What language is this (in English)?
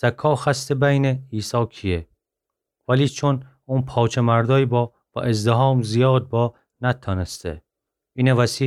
Gilaki